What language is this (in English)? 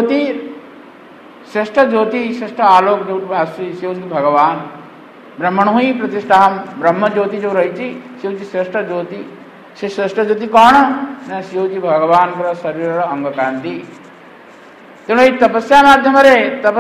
Odia